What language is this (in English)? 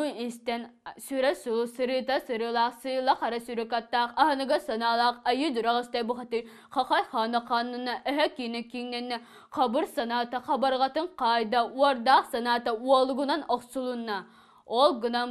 Yakut